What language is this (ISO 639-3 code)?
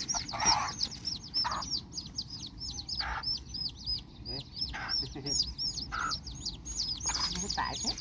tts